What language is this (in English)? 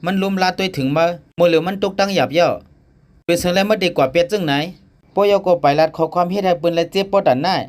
Shan